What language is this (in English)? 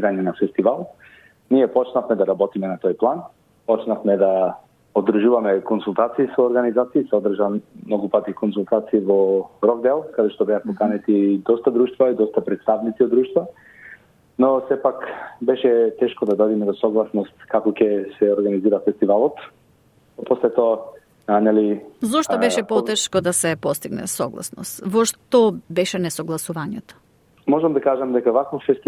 Macedonian